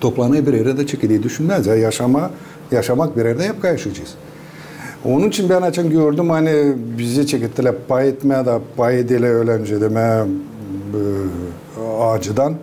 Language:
Gagauz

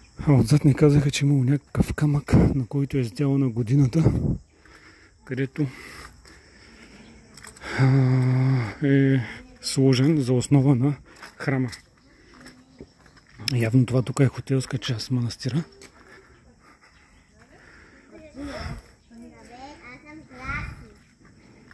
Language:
Bulgarian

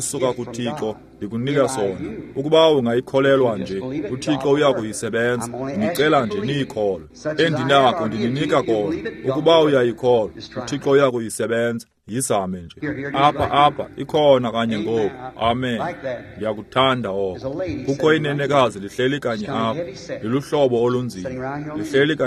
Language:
Xhosa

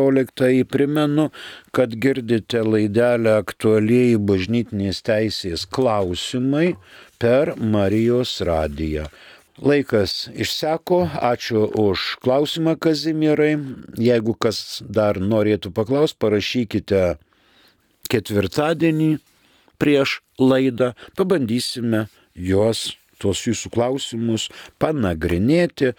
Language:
Lithuanian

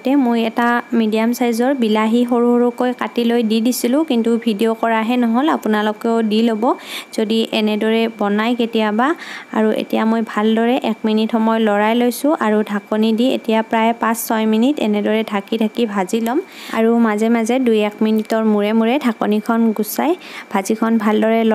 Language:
Assamese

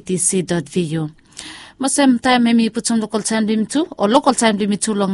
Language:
Bislama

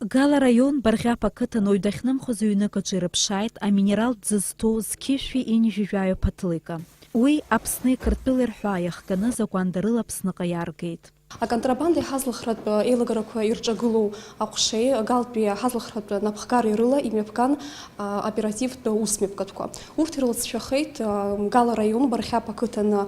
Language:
Abkhazian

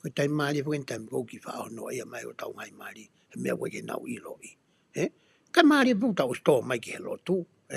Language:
Tongan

